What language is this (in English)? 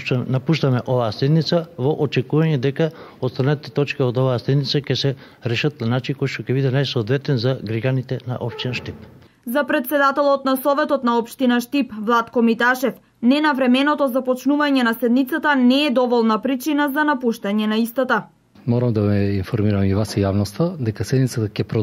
Macedonian